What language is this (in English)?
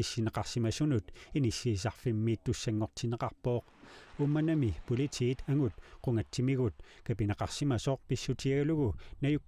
Kalaallisut